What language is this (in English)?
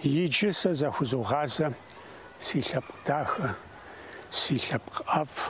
Kabardian